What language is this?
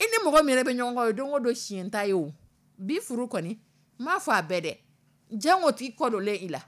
Dyula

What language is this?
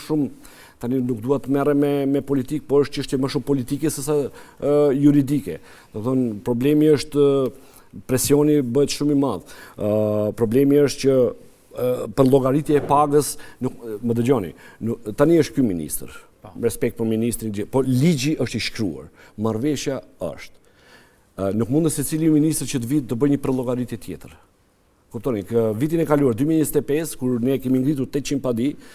Albanian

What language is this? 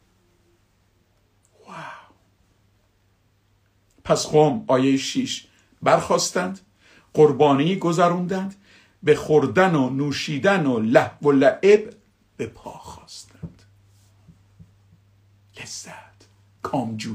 Persian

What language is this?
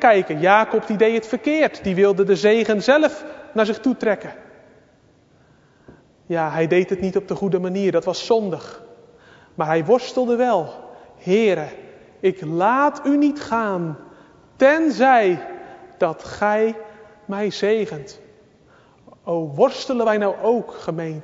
Dutch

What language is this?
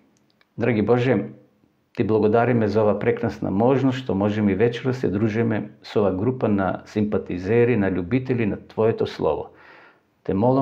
Macedonian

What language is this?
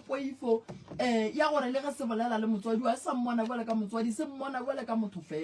Northern Sotho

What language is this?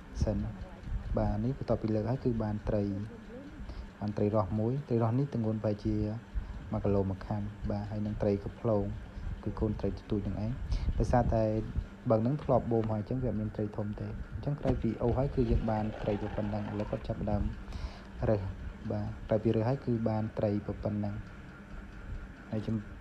Khmer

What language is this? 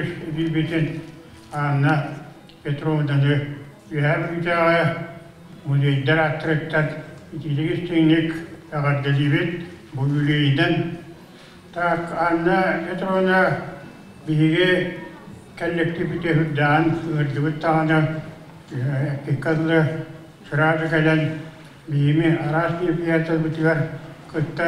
Yakut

